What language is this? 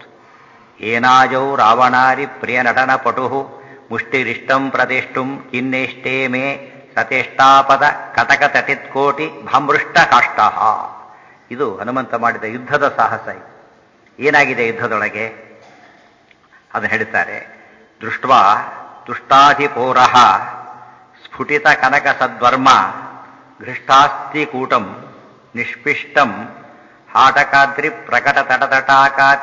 Kannada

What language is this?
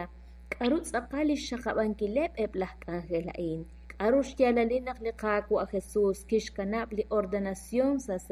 Kekchí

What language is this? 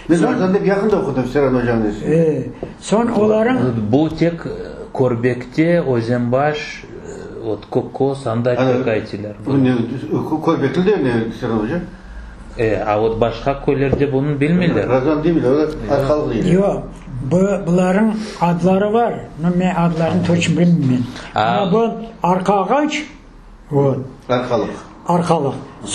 Crimean Tatar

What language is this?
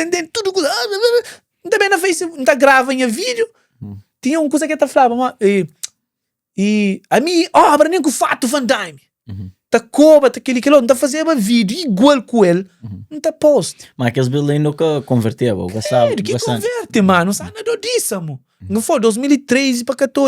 Kabuverdianu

